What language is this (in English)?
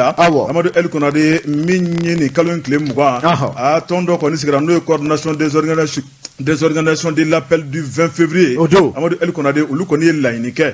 Bambara